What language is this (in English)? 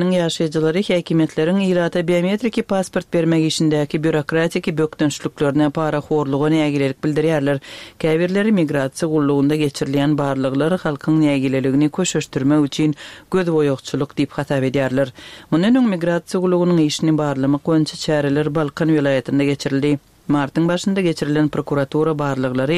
Turkmen